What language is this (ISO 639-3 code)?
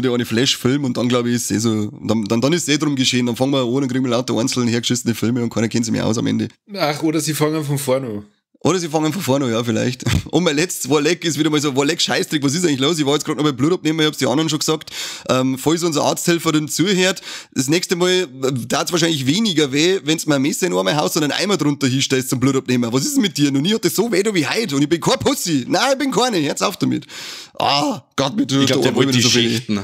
bar